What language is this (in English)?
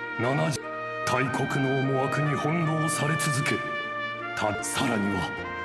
Japanese